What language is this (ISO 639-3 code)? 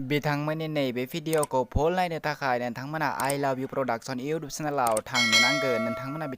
brx